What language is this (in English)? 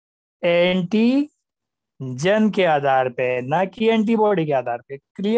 Hindi